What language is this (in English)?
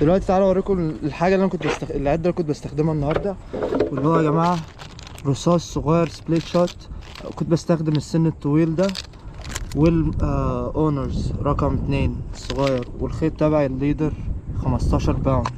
Egyptian Arabic